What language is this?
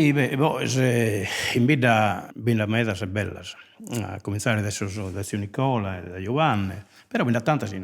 Sardinian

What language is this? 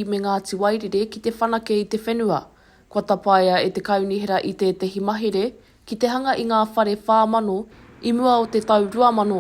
Māori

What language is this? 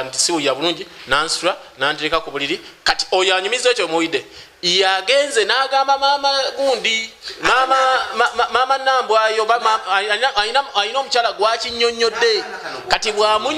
Ganda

